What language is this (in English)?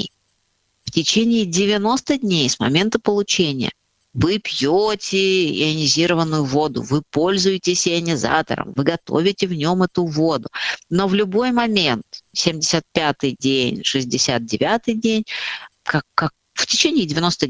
Russian